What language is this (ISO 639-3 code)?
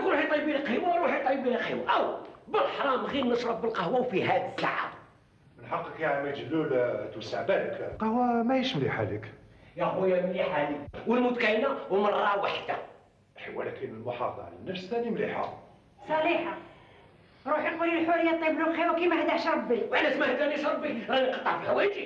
arq